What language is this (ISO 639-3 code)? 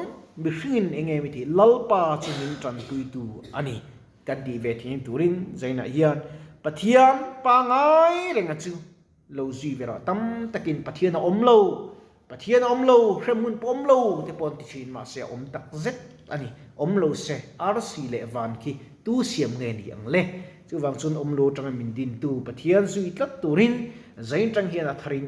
lus